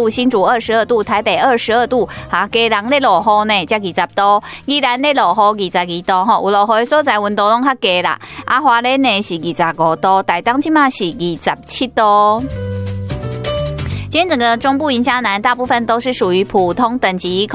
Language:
Chinese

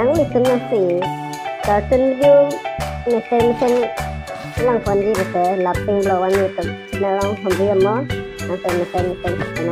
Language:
Karbi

